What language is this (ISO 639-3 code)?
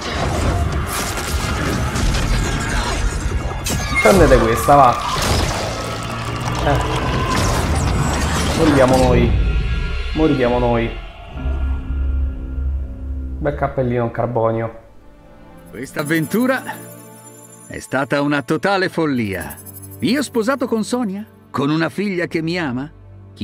ita